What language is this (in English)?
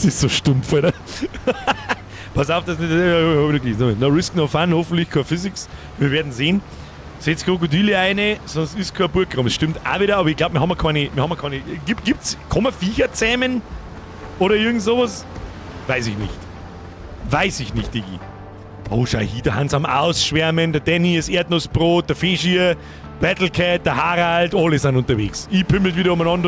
Bavarian